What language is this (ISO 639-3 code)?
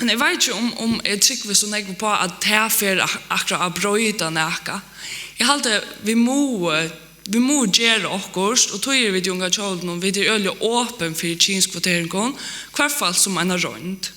fao